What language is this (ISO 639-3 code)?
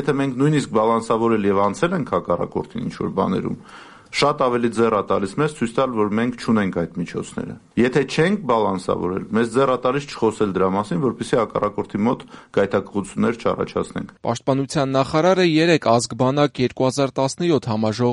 hye